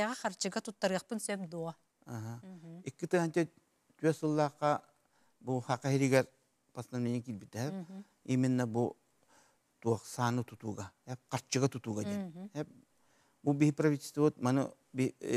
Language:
Yakut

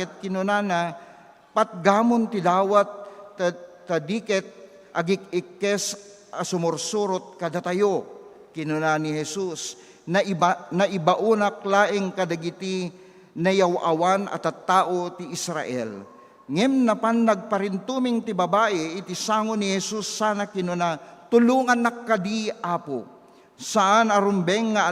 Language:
Iloko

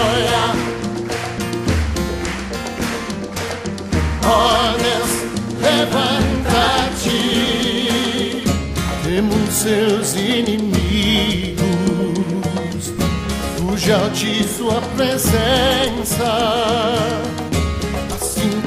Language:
Portuguese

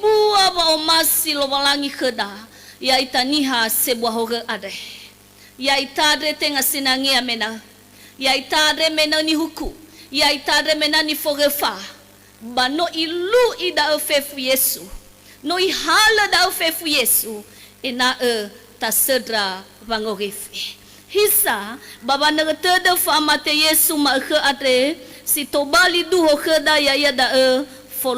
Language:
Nias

